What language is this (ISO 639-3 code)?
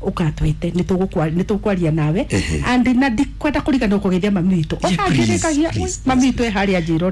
kik